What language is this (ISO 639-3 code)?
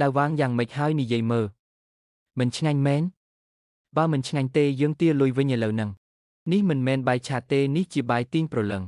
khm